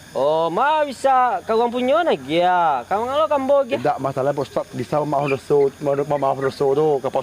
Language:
Minangkabau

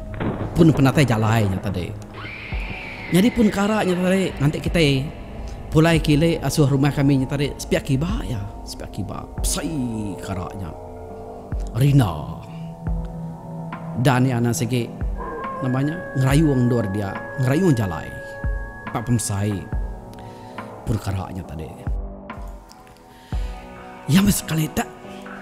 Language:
Iban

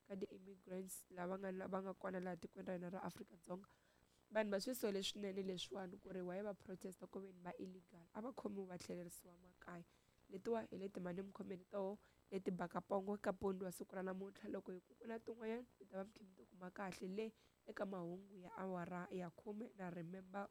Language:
Tsonga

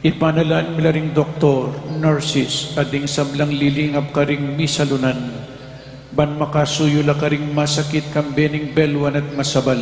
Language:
Pampanga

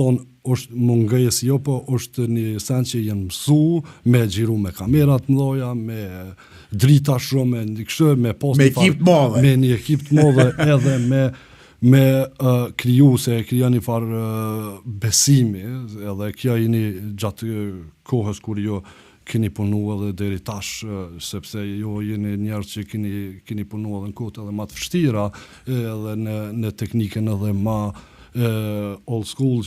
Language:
Albanian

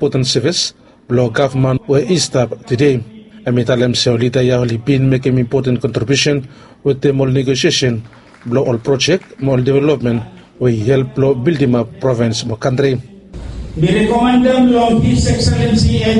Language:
Bislama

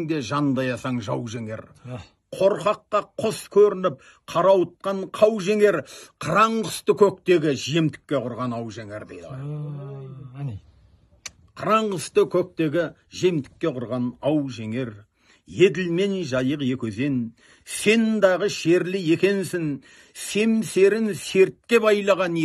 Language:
Kazakh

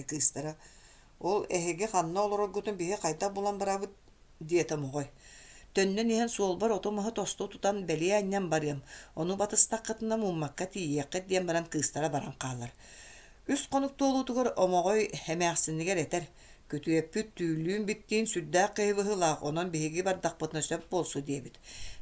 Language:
Yakut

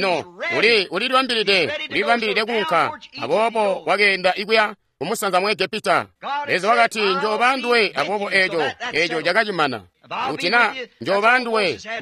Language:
Tonga (Zambia)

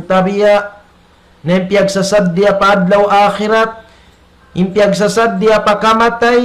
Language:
Tausug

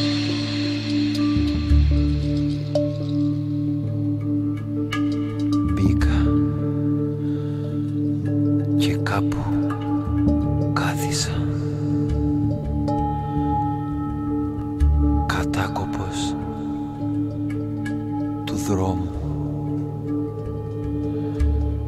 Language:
Greek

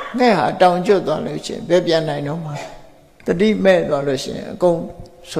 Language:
Burmese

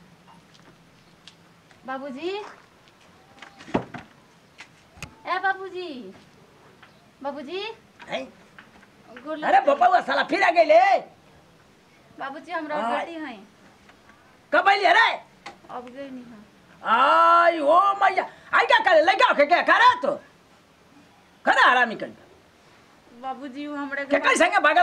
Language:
Bhojpuri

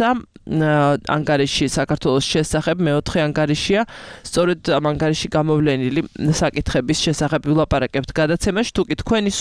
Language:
Georgian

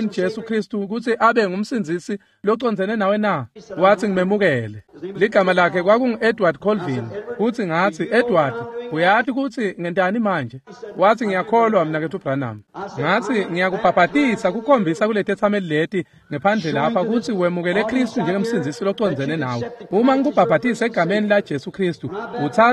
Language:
Swati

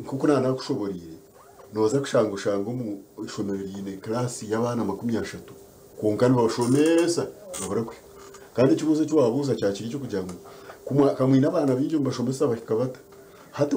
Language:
Nyankole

